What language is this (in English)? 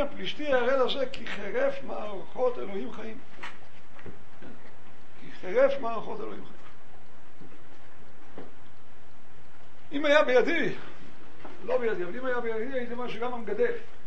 Hebrew